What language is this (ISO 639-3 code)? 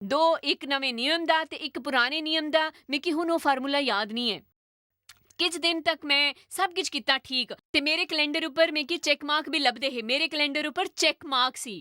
doi